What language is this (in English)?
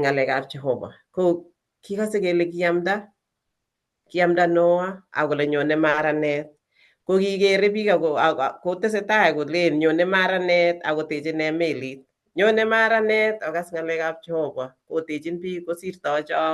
Kalenjin